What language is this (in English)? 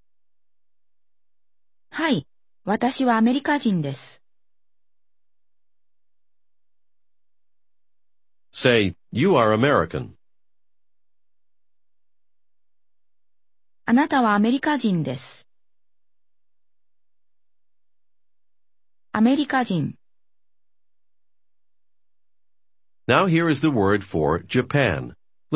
Japanese